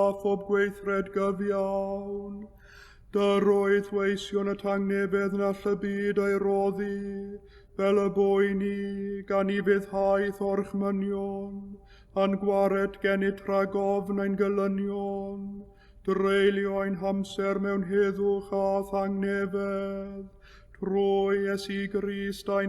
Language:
Welsh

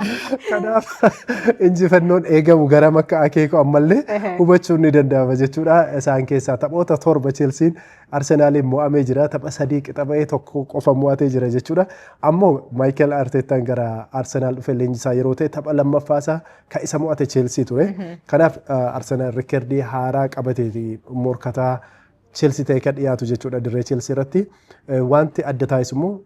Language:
Oromo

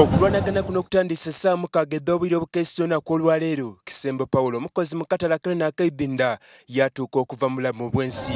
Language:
Soga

